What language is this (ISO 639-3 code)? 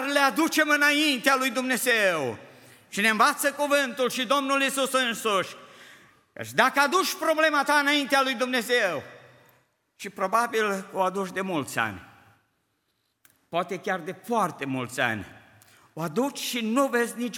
ron